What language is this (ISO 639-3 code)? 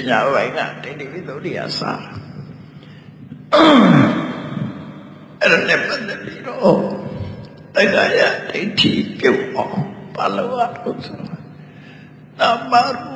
mya